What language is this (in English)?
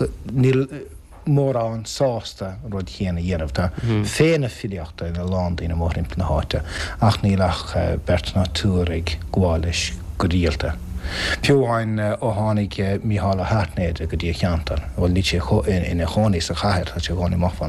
Irish